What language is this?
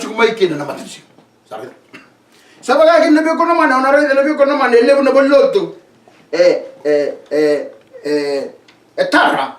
Fijian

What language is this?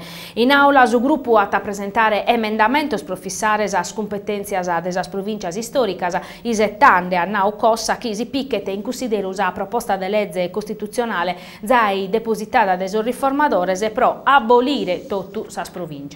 Sardinian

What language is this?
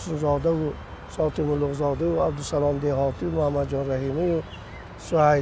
Tajik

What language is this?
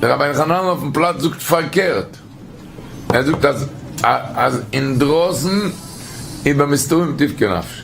Yiddish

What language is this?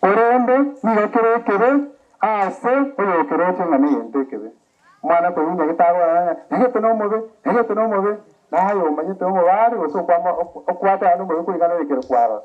Gusii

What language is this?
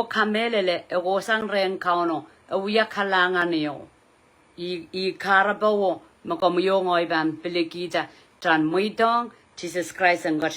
Pohnpeian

